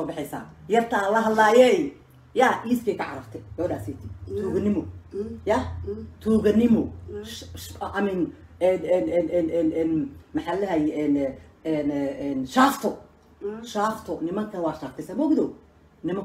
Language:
Somali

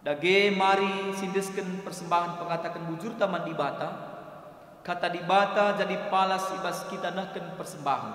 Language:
Batak Karo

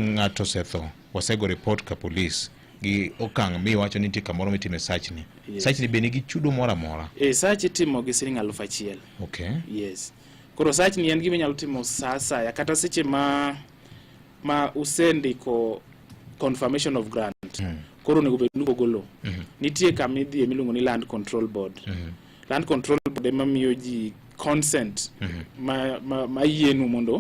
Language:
Luo (Kenya and Tanzania)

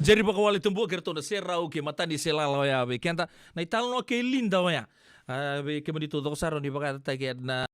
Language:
Fijian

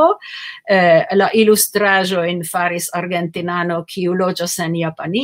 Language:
Esperanto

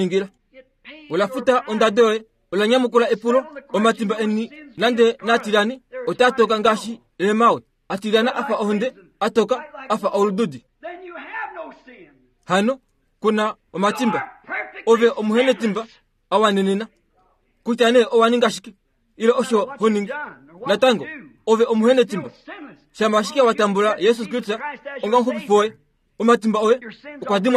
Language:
Kuanyama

